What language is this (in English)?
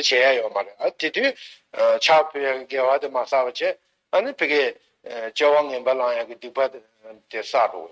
Tibetan